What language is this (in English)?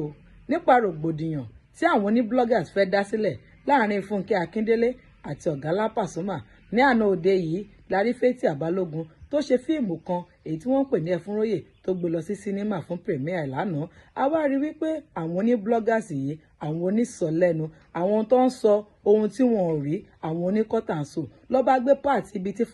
Yoruba